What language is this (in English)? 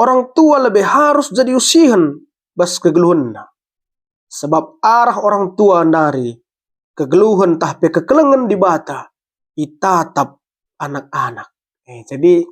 Batak Karo